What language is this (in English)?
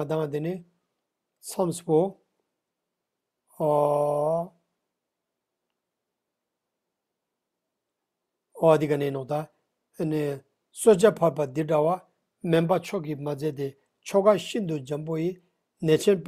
Ladakhi